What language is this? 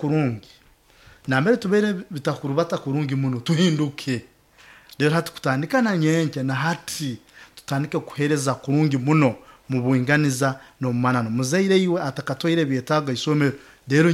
Nyoro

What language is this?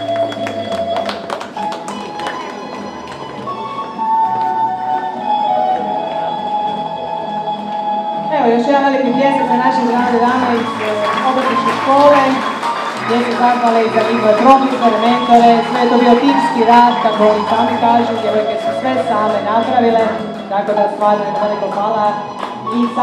Croatian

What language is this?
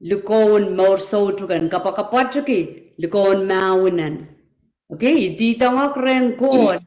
Pohnpeian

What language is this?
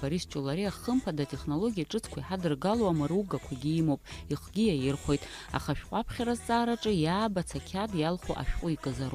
Abkhazian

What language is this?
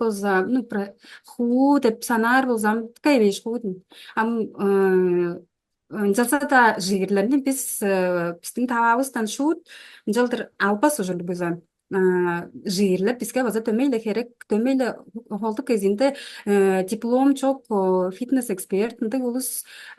Tuvinian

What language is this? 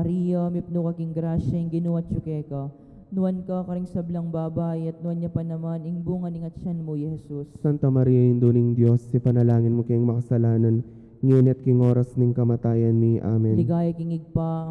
Pampanga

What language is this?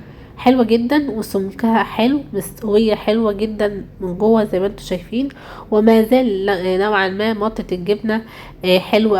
Egyptian Arabic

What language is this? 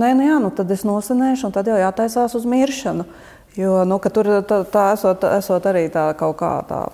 Latvian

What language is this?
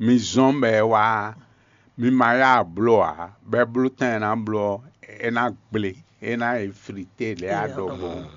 Fon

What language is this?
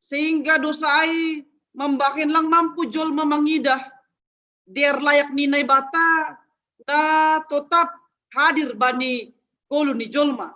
Batak Simalungun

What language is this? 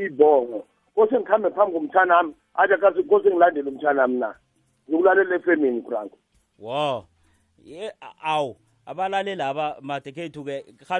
South Ndebele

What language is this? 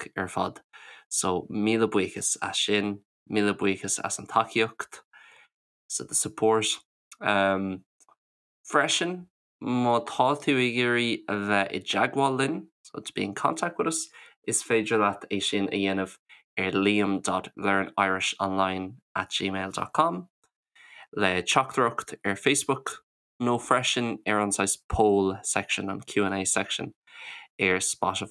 Irish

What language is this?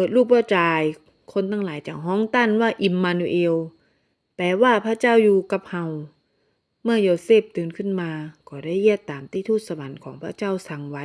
Northern Thai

